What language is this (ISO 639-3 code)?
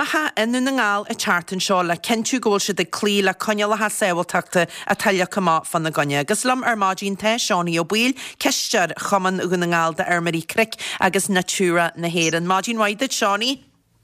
gle